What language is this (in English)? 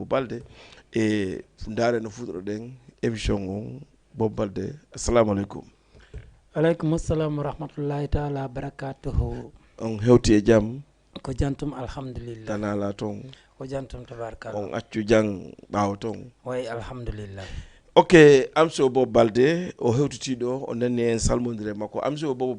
Fula